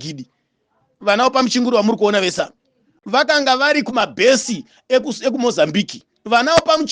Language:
Shona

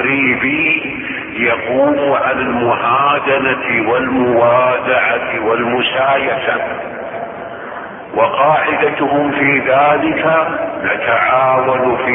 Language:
Arabic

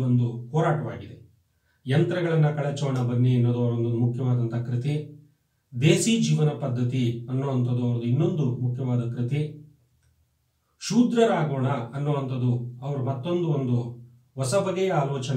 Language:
Kannada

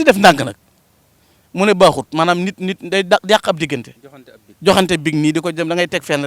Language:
Wolof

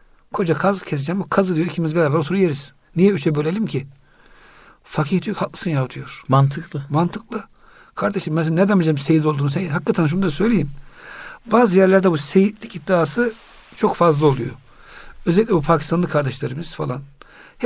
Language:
Turkish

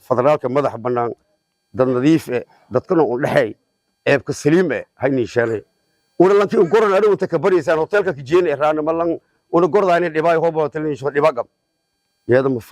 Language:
Somali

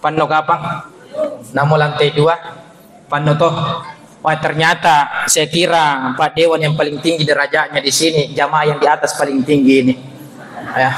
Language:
Buginese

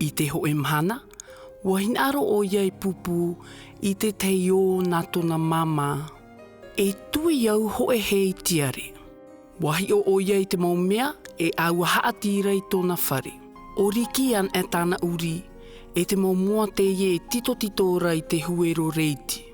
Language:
Tahitian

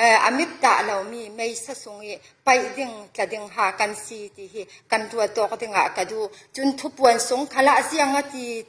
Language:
Falam Chin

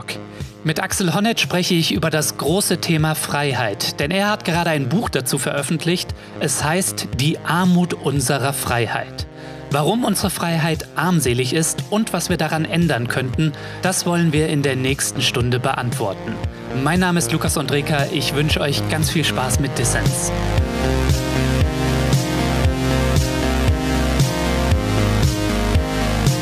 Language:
German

